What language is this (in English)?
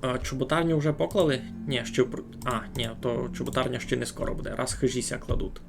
Rusyn